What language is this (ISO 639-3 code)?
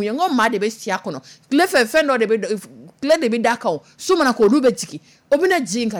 dyu